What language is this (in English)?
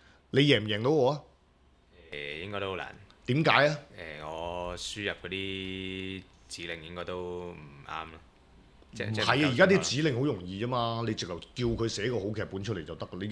Cantonese